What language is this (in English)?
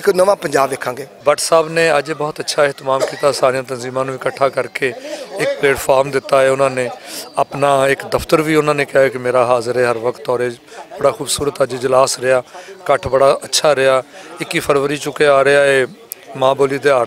Western Panjabi